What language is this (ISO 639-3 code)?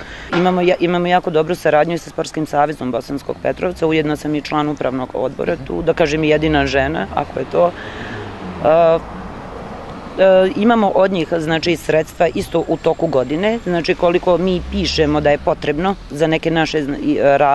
bos